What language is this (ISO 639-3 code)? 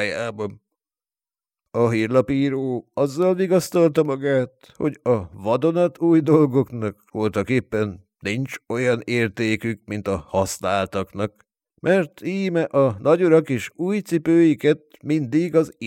hun